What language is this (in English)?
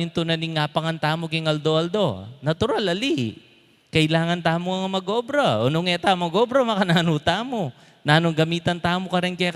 Pampanga